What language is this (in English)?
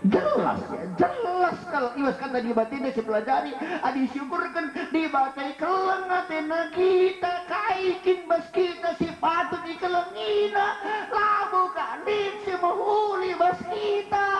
Batak Karo